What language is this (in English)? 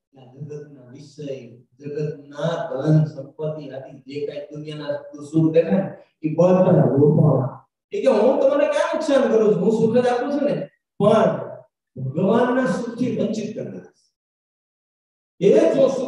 Gujarati